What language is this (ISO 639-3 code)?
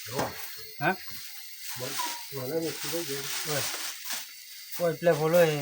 ksw